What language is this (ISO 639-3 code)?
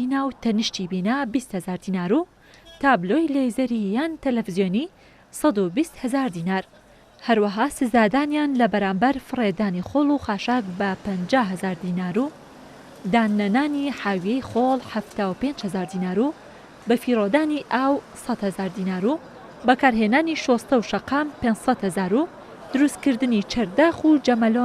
ckb